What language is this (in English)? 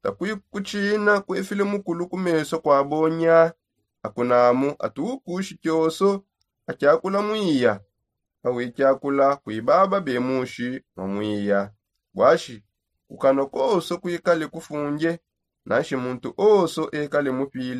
Songe